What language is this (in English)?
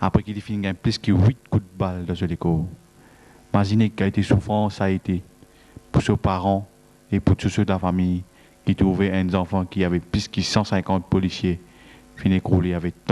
Morisyen